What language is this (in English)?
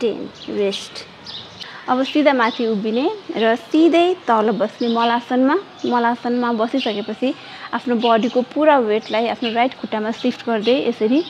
Nepali